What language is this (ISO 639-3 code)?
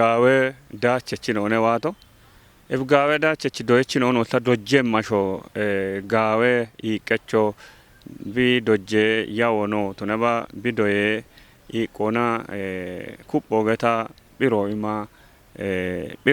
kbr